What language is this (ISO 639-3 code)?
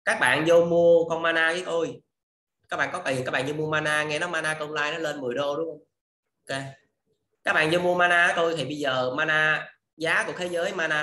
vie